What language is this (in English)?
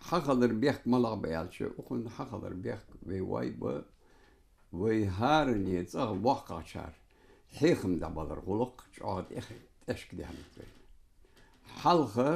Ingush